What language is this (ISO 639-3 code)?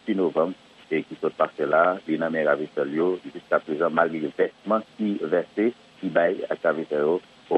hat